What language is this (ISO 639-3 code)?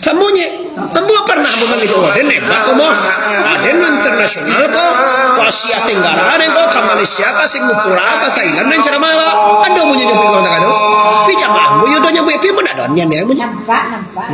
min